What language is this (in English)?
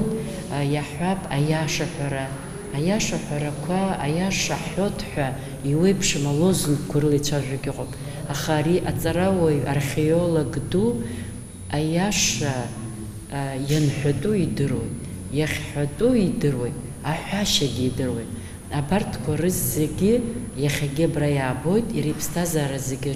Abkhazian